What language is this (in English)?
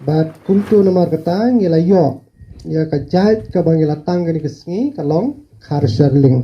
Khasi